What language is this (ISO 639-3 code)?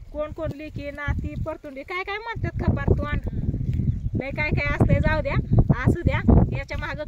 mar